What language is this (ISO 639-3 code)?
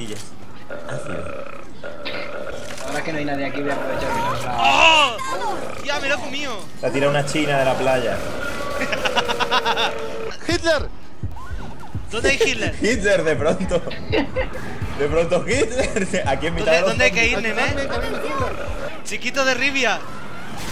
spa